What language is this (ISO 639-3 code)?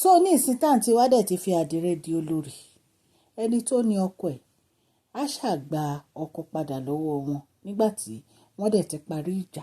yor